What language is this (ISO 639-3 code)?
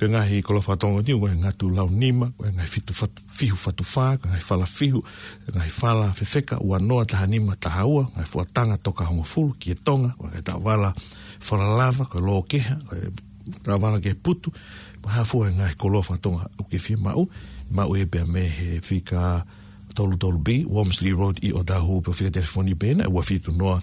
ton